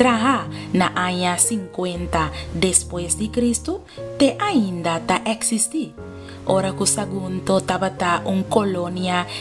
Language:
Papiamento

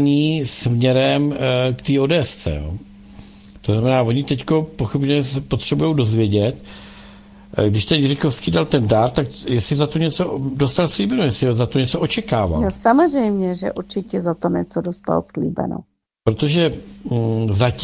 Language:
Czech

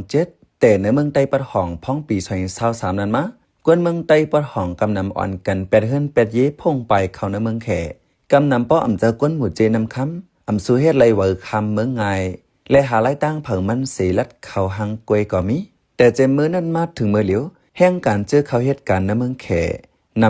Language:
Shan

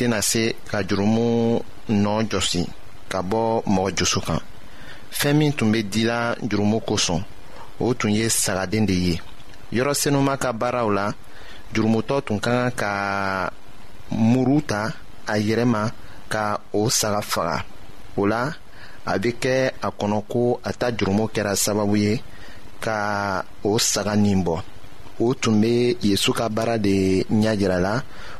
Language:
Bambara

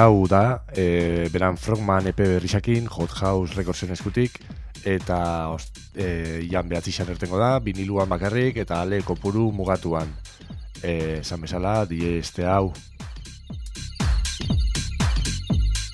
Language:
Basque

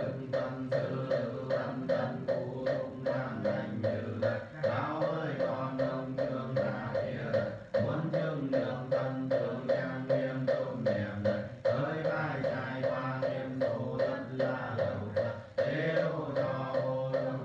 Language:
Vietnamese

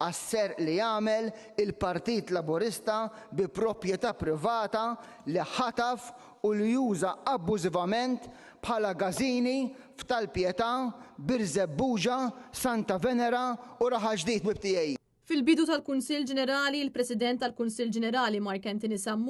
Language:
Maltese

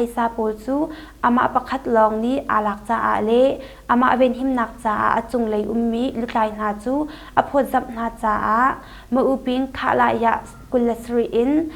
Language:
Hakha Chin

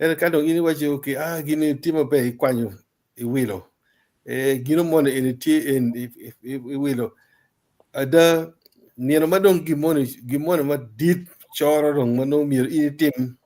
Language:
Acoli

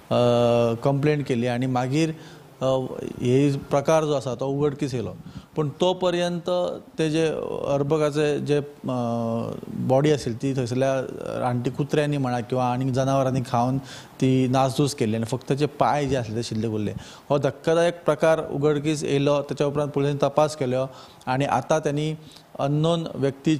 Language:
Konkani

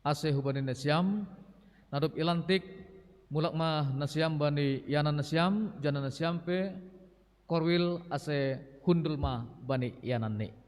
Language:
Batak Simalungun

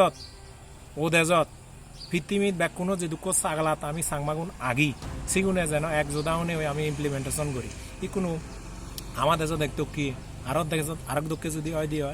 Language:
Chakma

